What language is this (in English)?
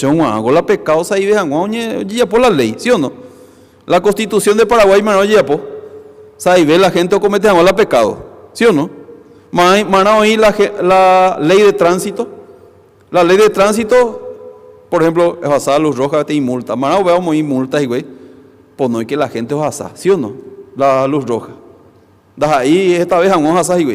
Guarani